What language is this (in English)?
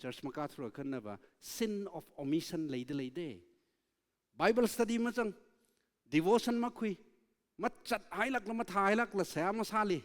Tangkhul Naga (India)